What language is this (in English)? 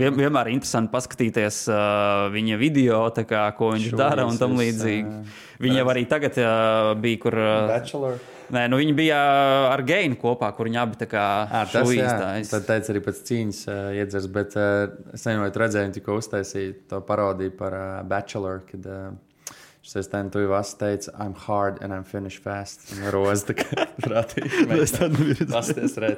Latvian